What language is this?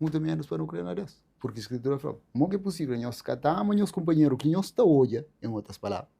Kabuverdianu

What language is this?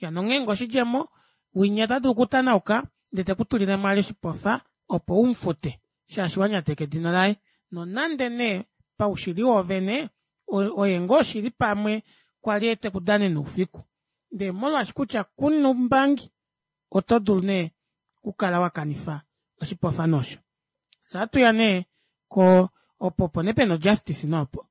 Kuanyama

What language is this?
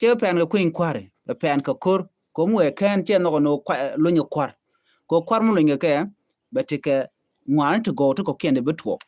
Nuer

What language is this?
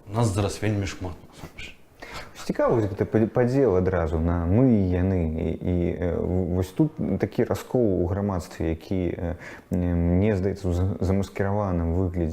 Belarusian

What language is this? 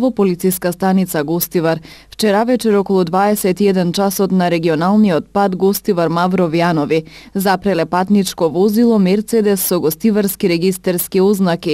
Macedonian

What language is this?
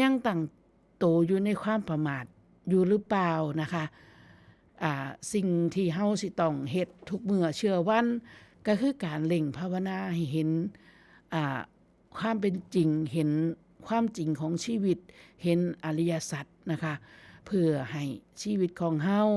Northeastern Thai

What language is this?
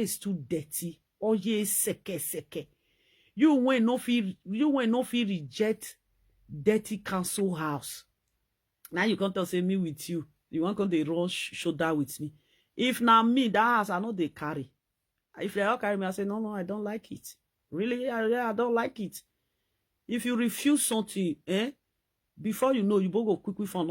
Nigerian Pidgin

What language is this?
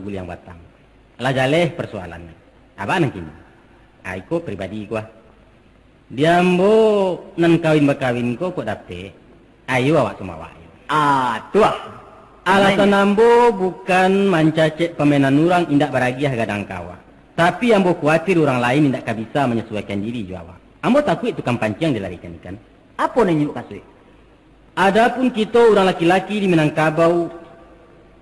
Minangkabau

